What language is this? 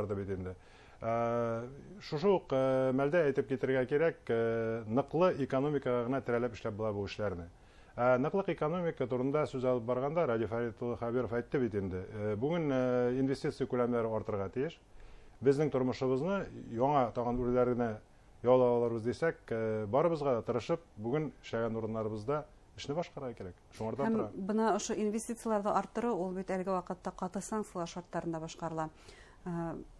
Bashkir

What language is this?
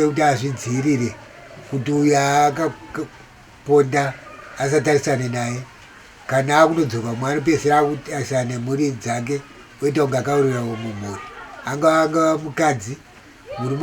Shona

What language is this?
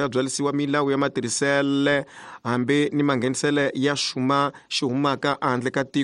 Tsonga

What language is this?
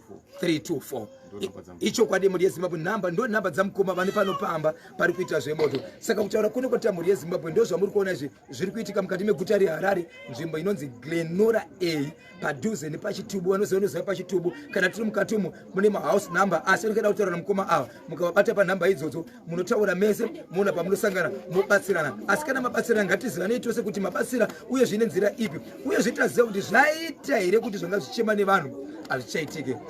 Shona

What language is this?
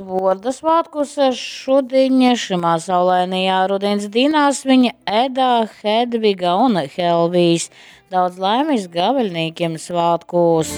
Latgalian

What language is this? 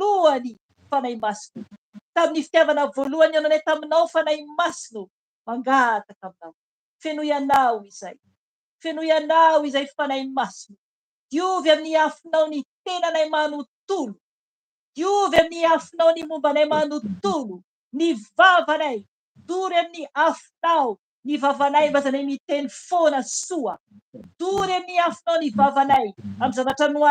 Malagasy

